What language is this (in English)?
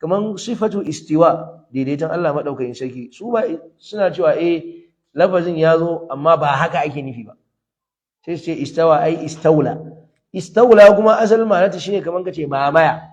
Hausa